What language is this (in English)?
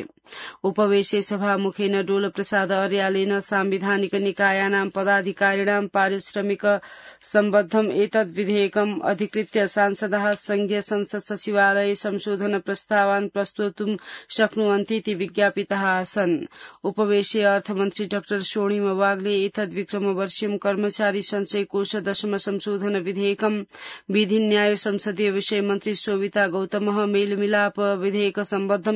Sanskrit